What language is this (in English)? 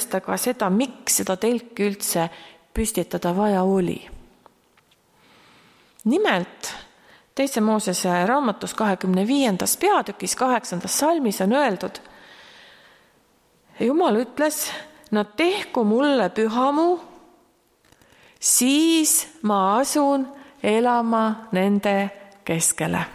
Estonian